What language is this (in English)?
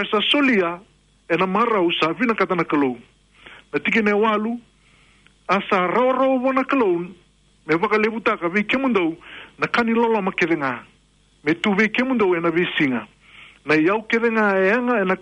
Fijian